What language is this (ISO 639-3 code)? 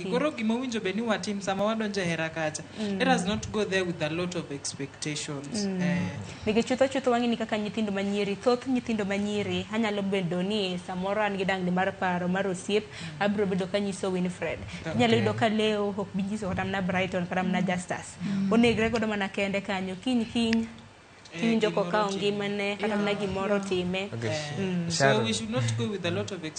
luo